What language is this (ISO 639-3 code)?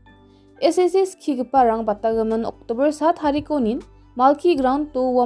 grt